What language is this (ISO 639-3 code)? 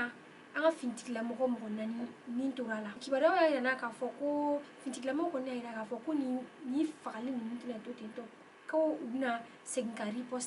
bam